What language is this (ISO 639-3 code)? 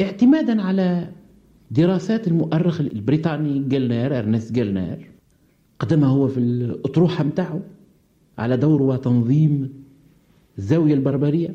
aeb